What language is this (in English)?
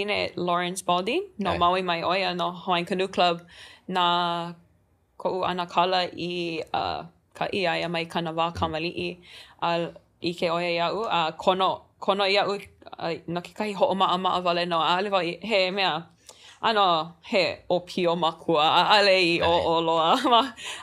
Hawaiian